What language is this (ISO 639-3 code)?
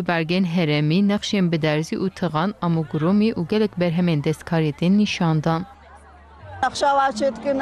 kur